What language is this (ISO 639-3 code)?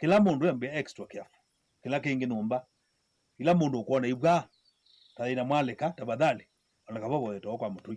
kam